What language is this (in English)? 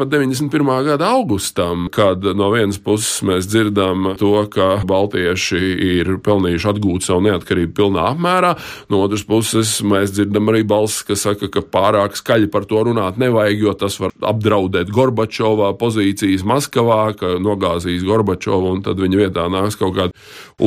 Latvian